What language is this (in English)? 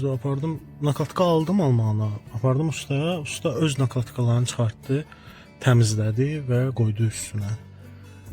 Azerbaijani